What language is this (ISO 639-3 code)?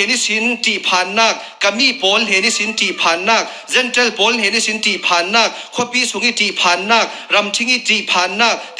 cfm